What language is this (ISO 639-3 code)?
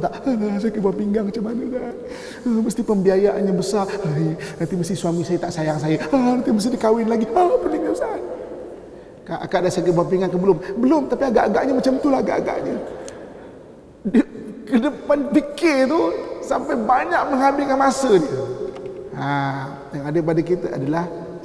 msa